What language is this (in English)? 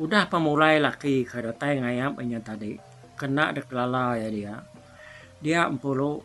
Iban